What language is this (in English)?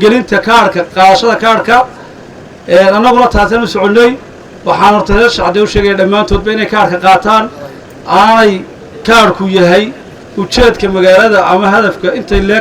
Somali